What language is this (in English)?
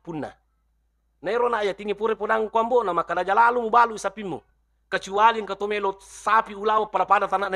Buginese